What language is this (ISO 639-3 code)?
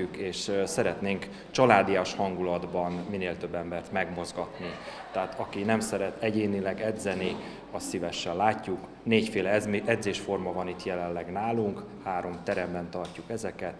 hun